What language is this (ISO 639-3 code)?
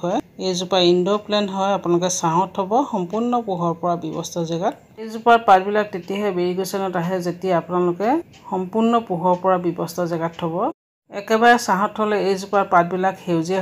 asm